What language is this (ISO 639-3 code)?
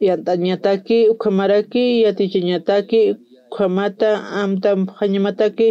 aym